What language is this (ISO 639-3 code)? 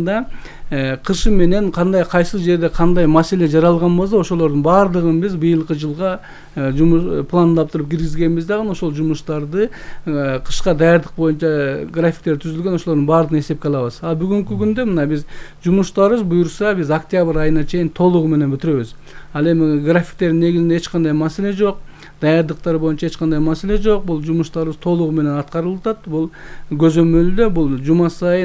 kir